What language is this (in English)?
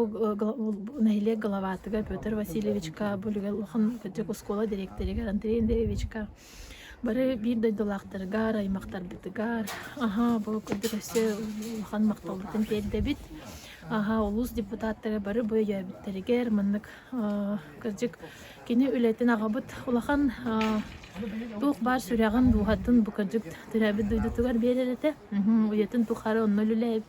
Yakut